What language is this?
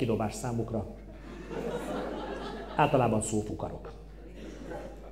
Hungarian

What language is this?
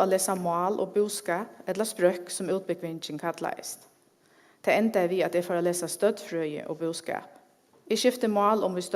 Faroese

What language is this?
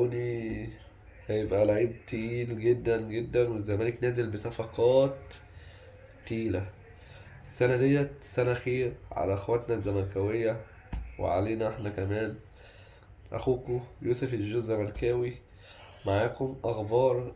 Egyptian Arabic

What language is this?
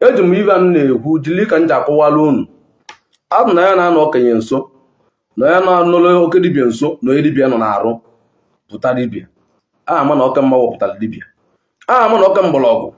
Igbo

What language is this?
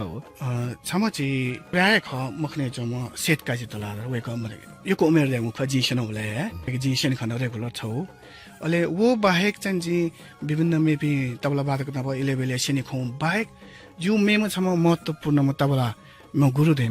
Newari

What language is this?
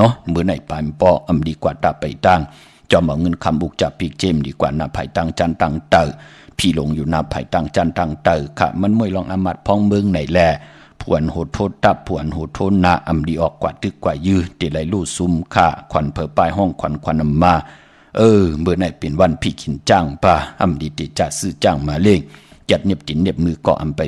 Shan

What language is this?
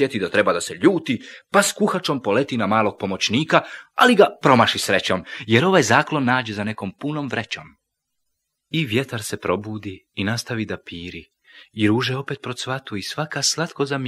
Croatian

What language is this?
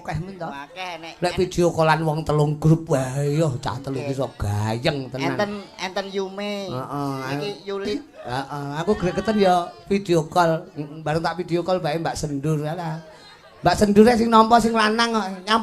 Javanese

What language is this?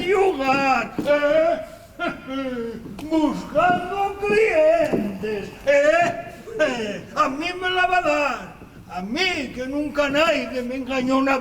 Asturian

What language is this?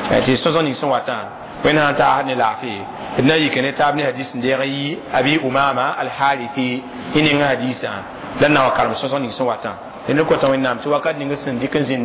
Mossi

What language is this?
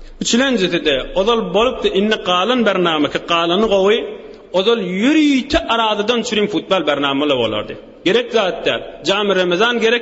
Turkmen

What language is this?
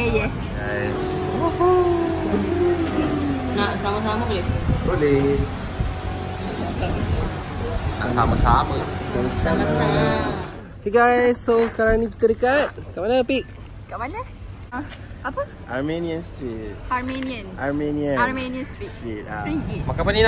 Malay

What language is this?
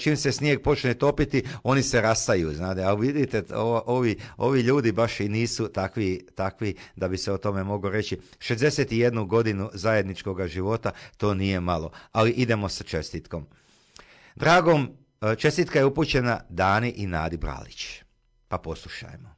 Croatian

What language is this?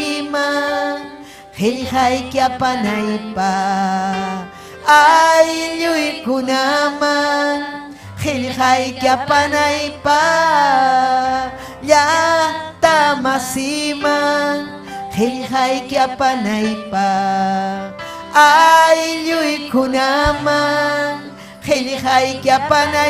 Ayacucho Quechua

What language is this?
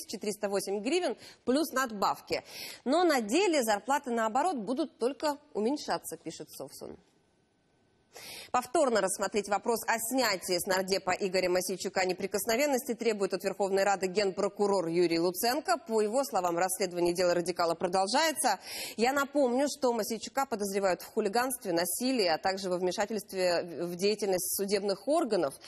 Russian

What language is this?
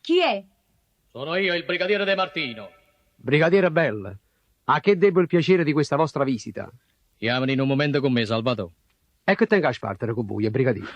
Neapolitan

